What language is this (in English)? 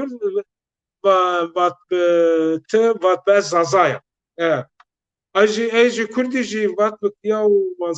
Zaza